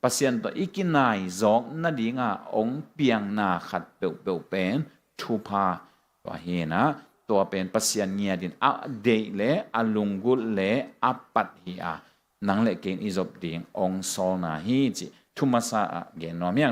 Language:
Tedim Chin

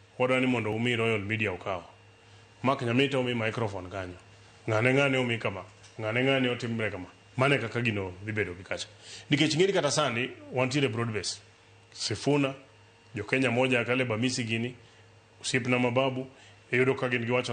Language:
Luo (Kenya and Tanzania)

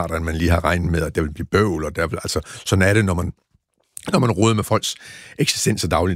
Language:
Danish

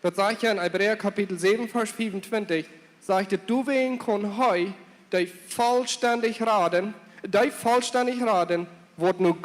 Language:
Plautdietsch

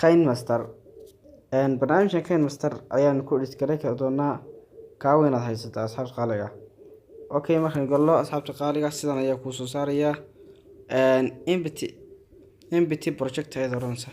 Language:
Somali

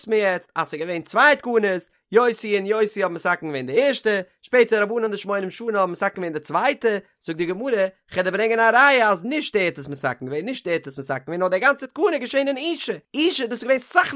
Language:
Yiddish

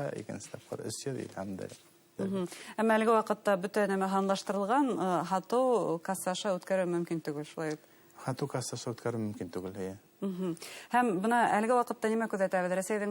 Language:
Bashkir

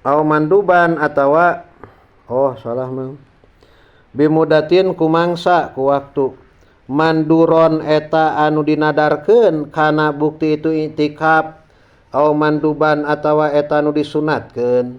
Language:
Sundanese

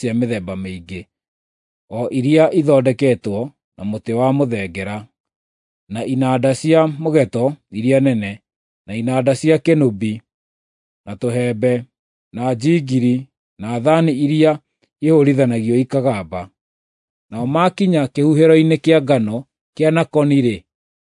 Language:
Kikuyu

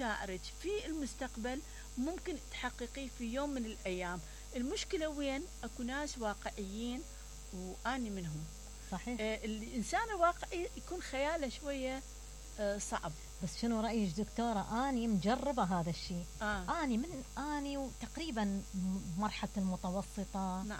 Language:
Mesopotamian Arabic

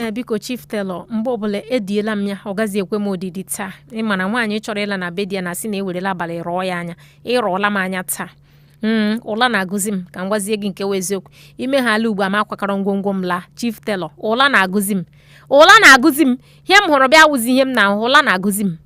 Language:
Igbo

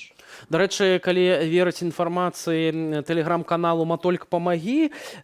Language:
Belarusian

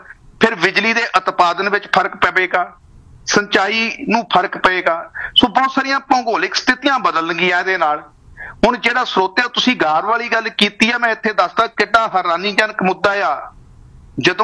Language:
Punjabi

